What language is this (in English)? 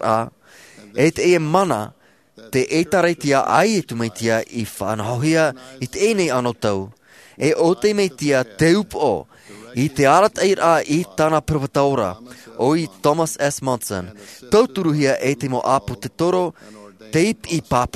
Tahitian